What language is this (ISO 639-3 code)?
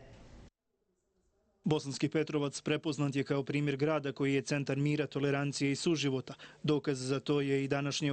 bos